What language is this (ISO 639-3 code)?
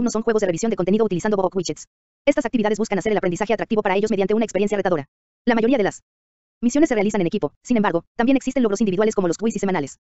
spa